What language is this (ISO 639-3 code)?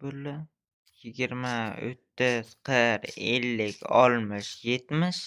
uzb